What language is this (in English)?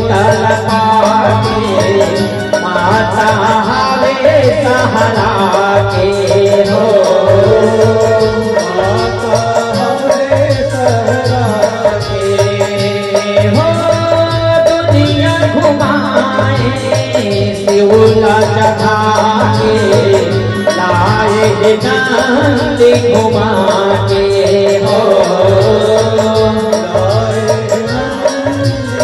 Chhattisgarhi